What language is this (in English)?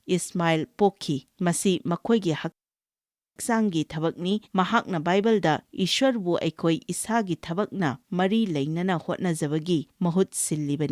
Manipuri